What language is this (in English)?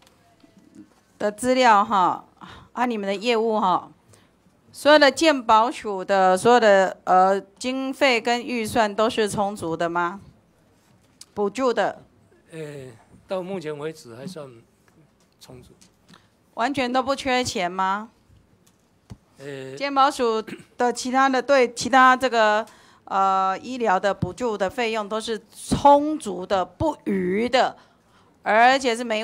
Chinese